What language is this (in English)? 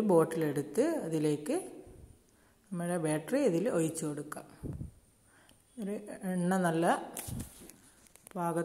Malayalam